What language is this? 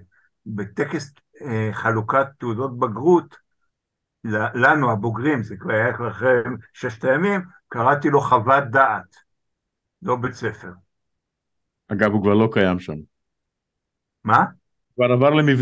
Hebrew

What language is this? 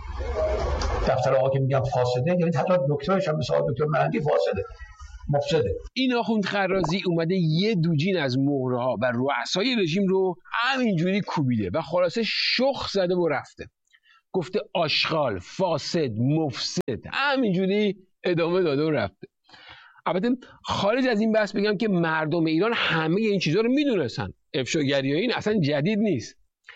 Persian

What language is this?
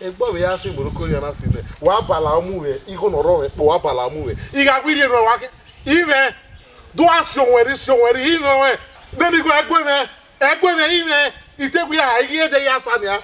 Bini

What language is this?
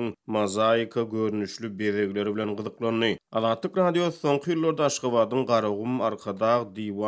Turkmen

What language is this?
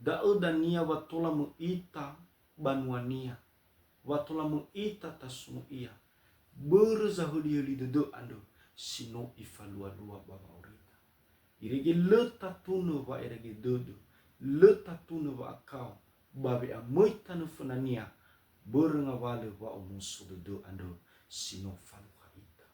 Nias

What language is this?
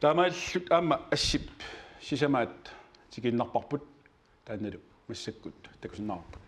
Kalaallisut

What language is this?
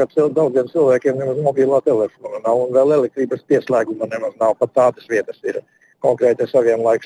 Latvian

